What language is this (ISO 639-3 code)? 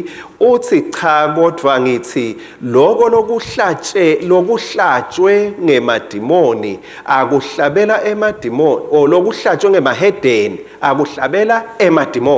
ssw